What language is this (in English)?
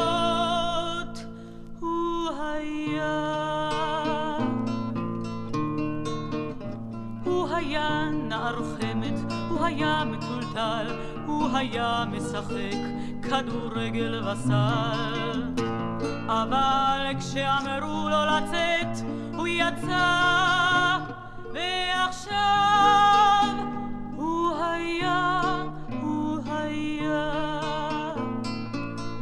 Hebrew